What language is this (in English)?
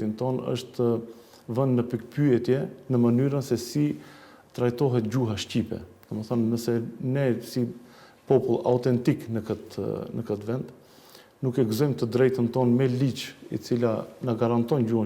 Albanian